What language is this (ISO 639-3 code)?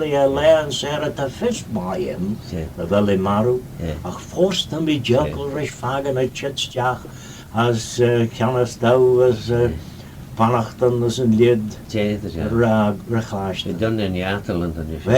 glv